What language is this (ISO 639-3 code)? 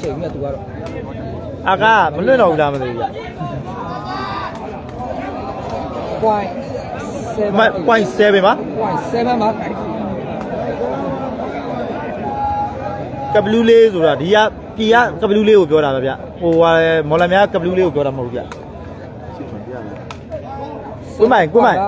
mya